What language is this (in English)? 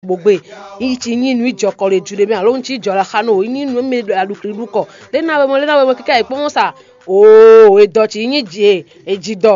Fon